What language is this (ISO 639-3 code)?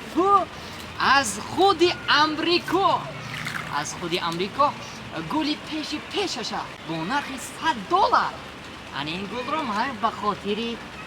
tgk